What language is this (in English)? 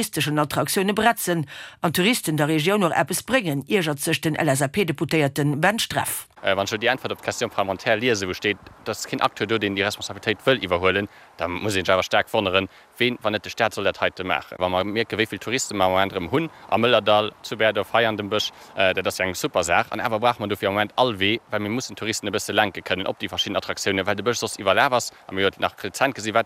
Luxembourgish